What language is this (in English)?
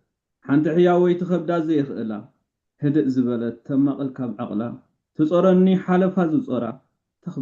Tigrinya